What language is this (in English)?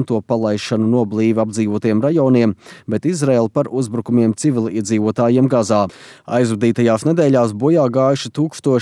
Latvian